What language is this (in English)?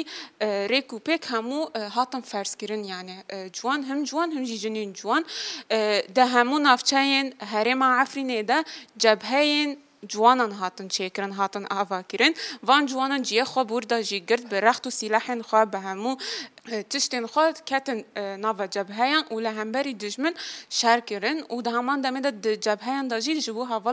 Kurdish